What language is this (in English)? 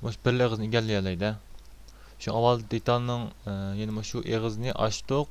Uyghur